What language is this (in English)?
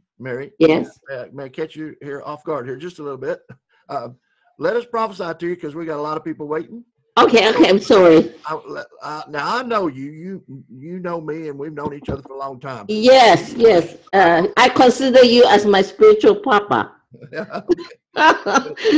English